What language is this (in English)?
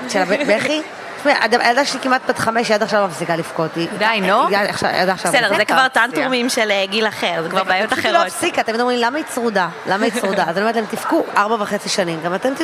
Hebrew